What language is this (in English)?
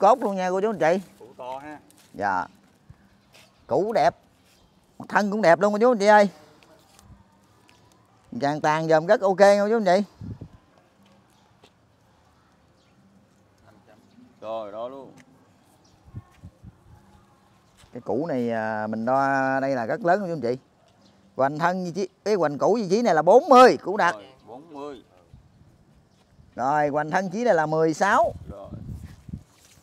Vietnamese